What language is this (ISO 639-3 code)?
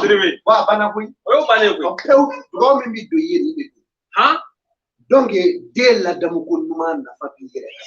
bam